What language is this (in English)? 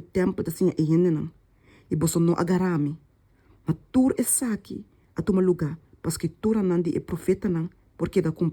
Papiamento